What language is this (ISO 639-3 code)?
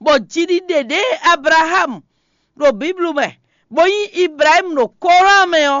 fon